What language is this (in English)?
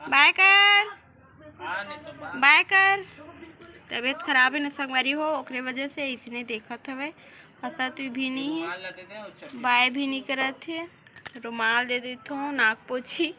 Chhattisgarhi